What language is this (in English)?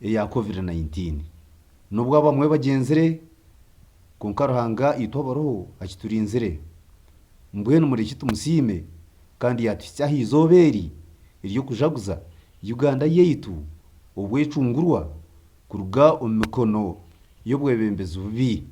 Nyankole